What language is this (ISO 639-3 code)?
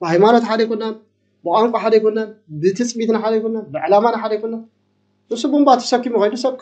tir